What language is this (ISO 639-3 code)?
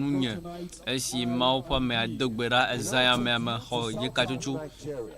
ewe